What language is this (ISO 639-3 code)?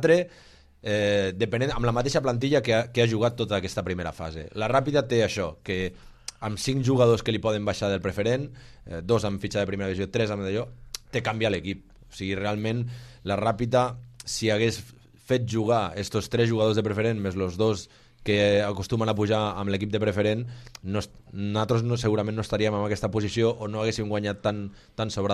cat